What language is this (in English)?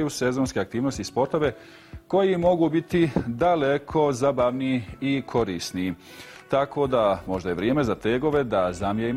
Bosnian